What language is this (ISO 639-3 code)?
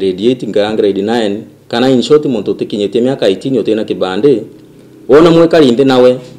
mer